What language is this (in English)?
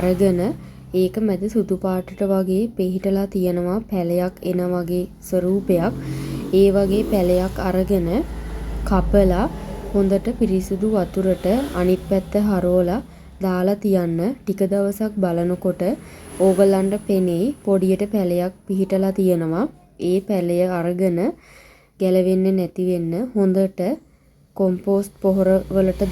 Sinhala